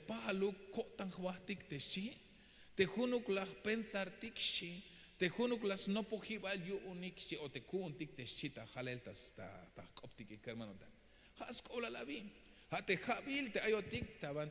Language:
Tzeltal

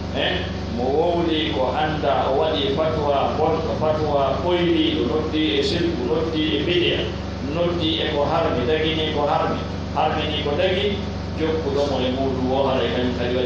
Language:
Pular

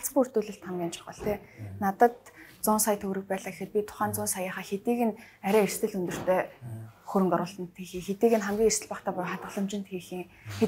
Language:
Mongolian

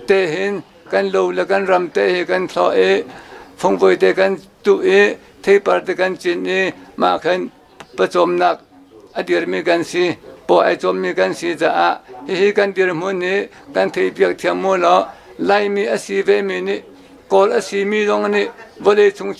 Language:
Hakha Chin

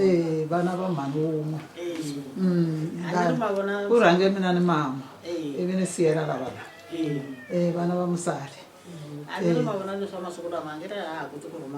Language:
Tsonga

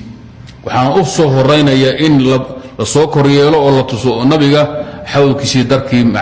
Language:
Somali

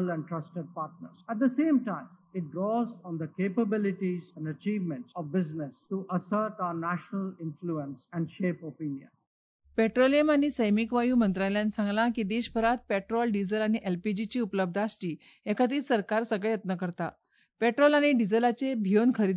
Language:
Konkani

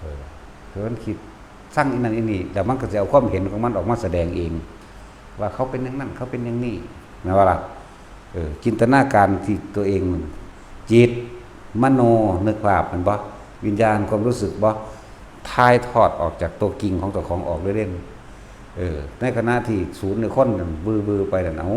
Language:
Lao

